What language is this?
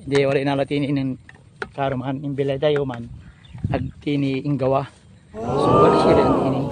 Pangasinan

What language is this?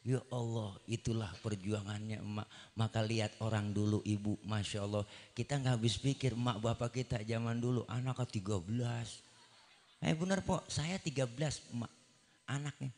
Betawi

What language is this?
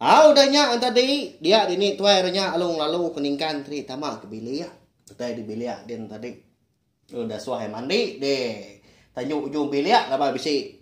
Iban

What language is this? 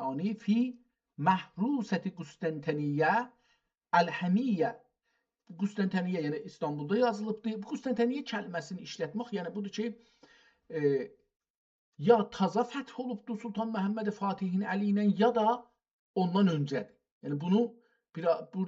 South Azerbaijani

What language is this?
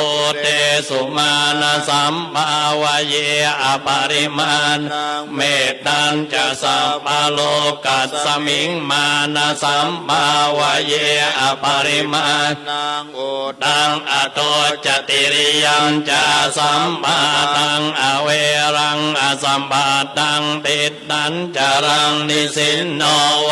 Pali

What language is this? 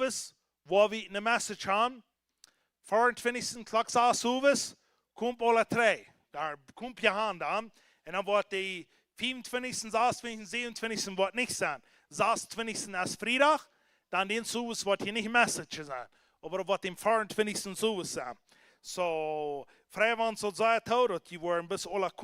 Plautdietsch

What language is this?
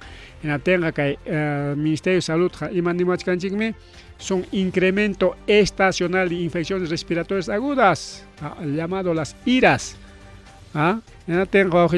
Ayacucho Quechua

